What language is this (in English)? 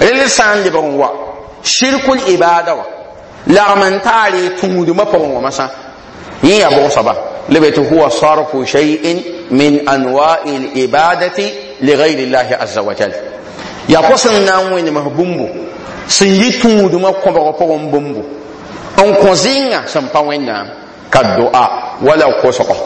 Mossi